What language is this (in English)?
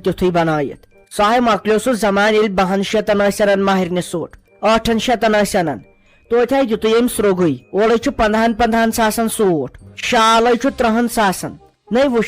Kashmiri